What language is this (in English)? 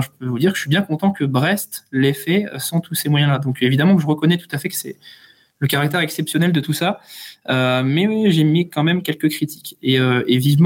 French